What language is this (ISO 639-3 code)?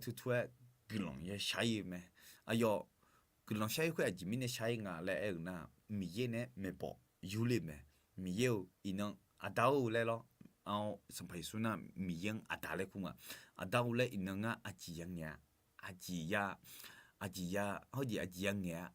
ahk